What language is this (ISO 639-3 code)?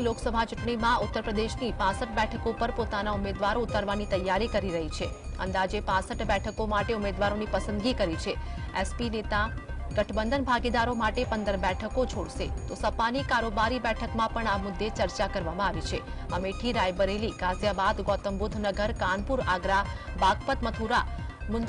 guj